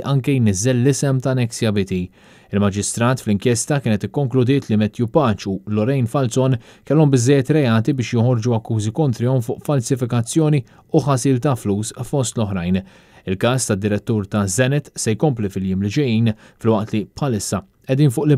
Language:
Maltese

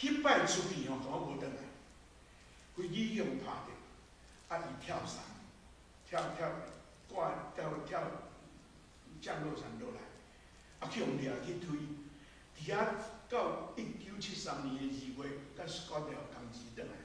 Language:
Min Nan Chinese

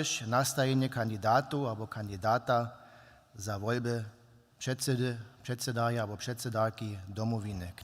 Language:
Upper Sorbian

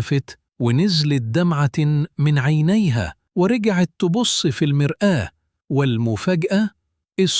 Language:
Egyptian Arabic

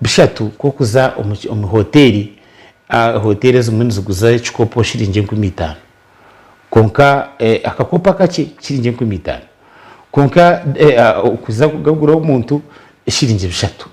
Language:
Nyankole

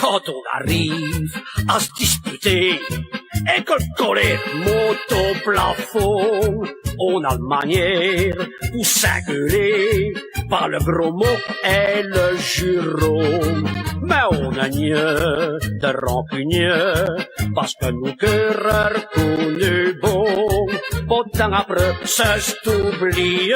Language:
Picard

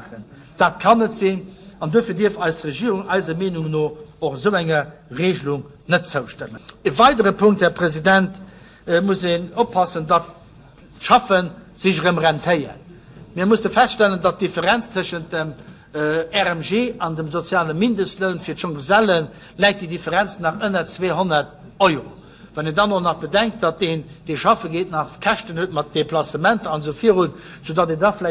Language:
Luxembourgish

